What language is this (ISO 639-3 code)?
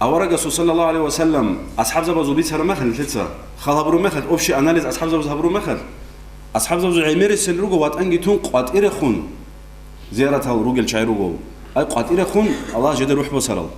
ava